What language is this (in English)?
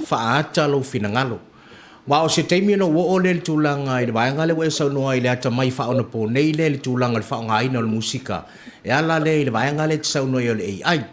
Samoan